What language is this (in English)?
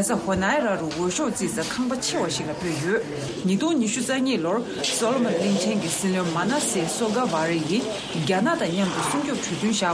Tibetan